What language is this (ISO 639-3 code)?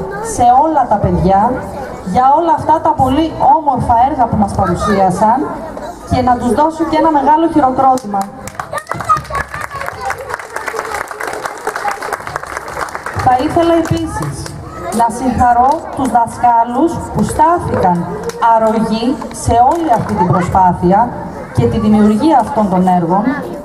ell